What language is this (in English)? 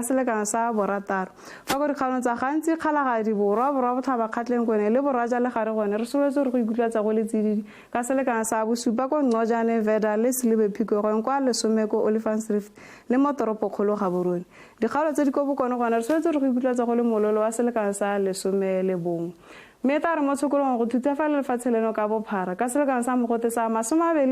Tswana